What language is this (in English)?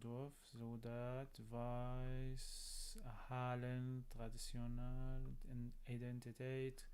North Levantine Arabic